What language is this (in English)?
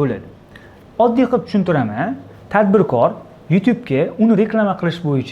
Uzbek